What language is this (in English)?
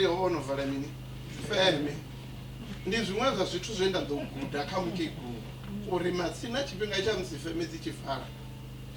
Venda